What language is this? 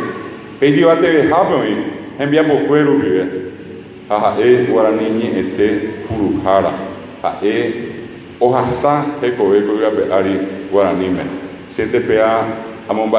Guarani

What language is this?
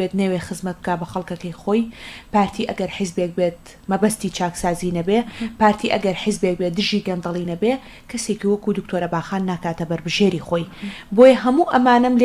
Central Kurdish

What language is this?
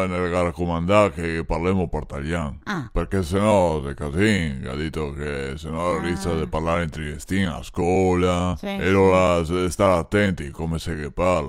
Venetian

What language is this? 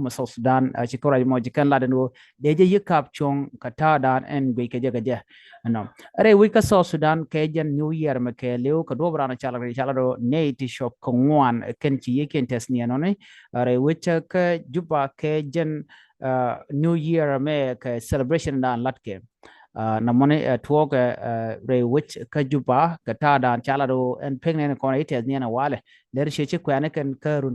Nuer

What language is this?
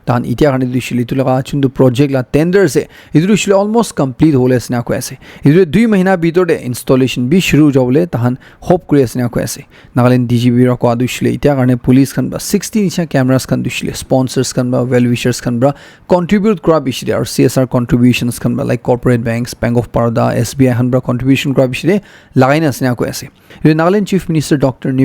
Naga Pidgin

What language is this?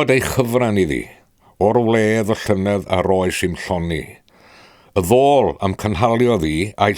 Welsh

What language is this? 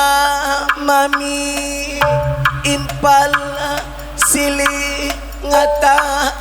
Batak Karo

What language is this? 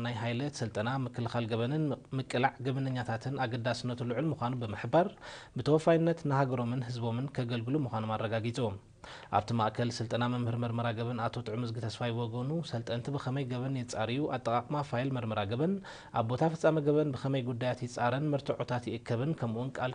Tigrinya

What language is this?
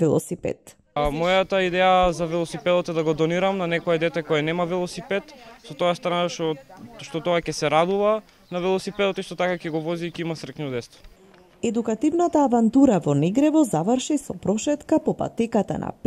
Macedonian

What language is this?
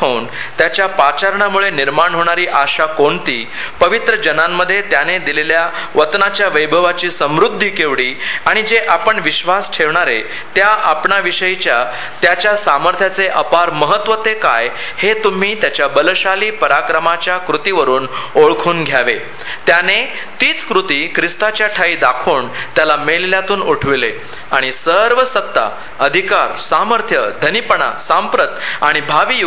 Marathi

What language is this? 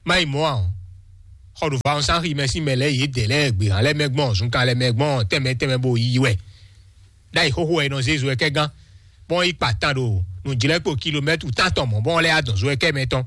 Fon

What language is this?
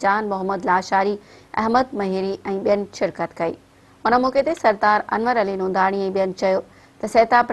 Sindhi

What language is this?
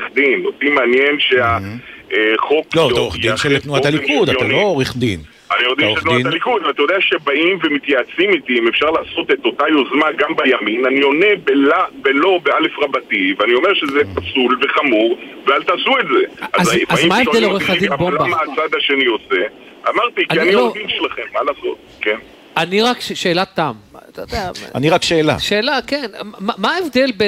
Hebrew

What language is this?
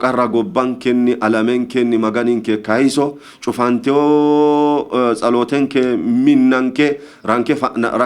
Sidamo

